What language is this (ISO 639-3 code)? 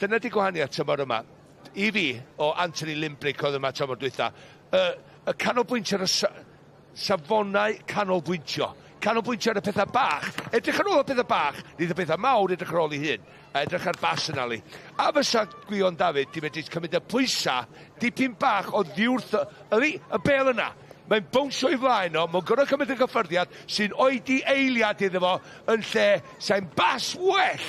cym